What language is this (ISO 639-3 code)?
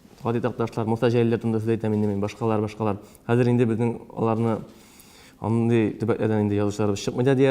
tat